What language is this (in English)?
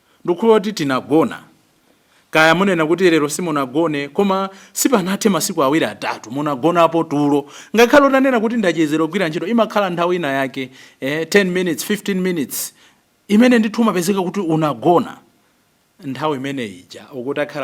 Nyanja